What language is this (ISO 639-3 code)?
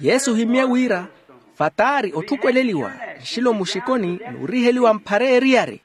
vmw